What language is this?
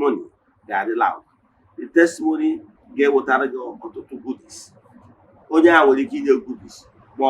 Igbo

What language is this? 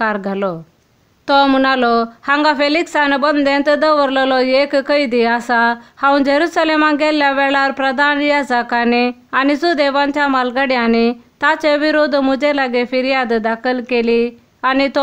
Konkani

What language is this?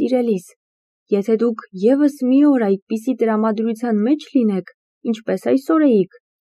Armenian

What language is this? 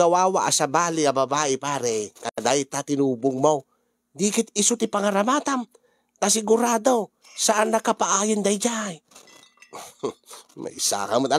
Iloko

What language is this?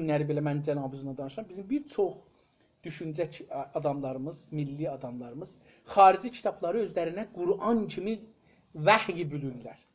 South Azerbaijani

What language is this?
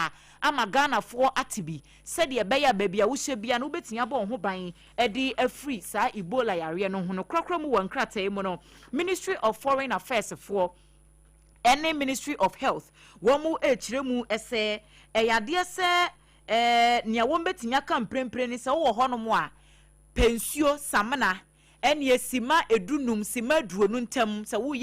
Akan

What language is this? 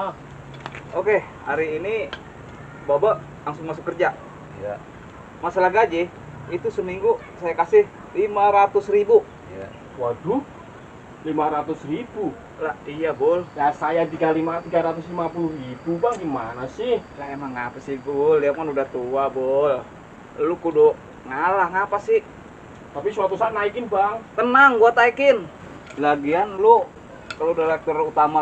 Betawi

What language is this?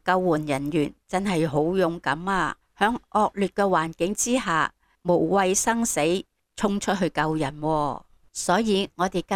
Cantonese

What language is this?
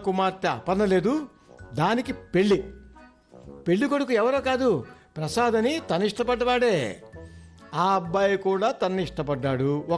Telugu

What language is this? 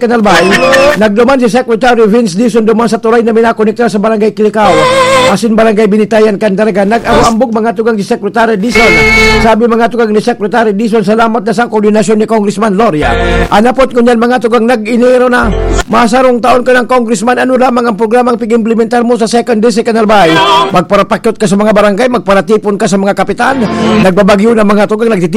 Bikol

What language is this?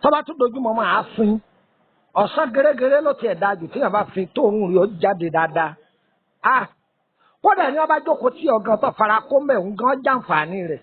Yoruba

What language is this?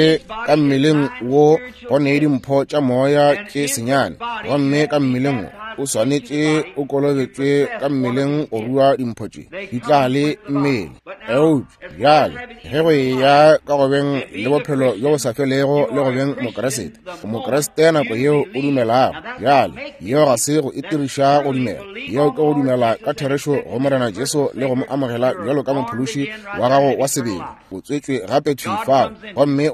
Northern Sotho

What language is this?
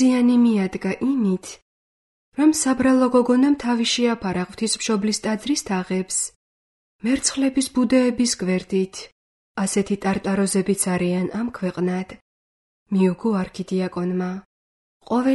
Georgian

